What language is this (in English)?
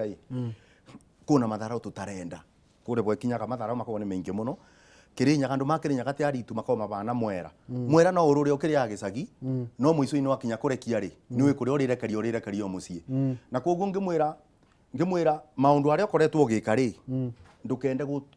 Kikuyu